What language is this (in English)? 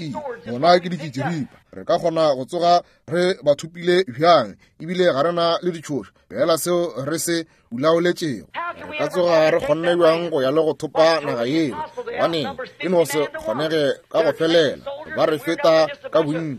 Northern Sotho